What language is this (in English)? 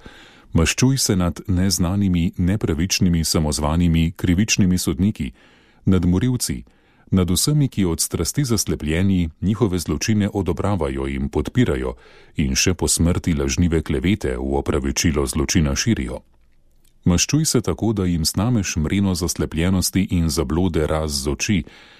Slovenian